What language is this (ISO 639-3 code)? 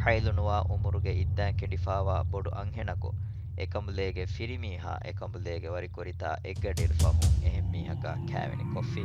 div